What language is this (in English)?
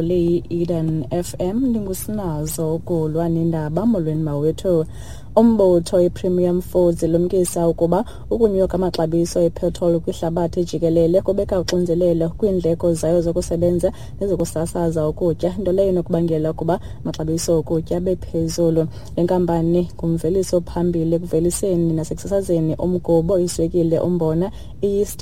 Xhosa